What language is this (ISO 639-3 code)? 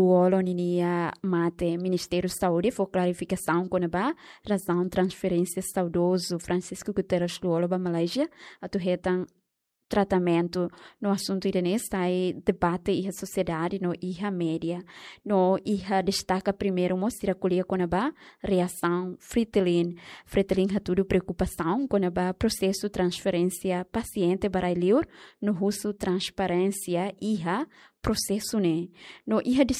tet